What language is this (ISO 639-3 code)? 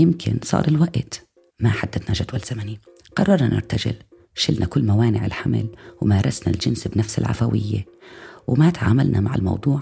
apc